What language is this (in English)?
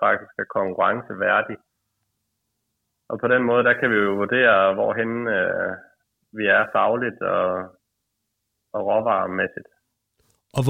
Danish